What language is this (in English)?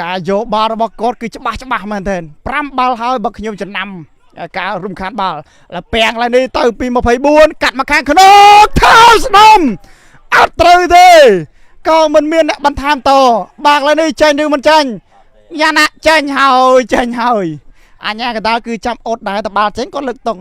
Khmer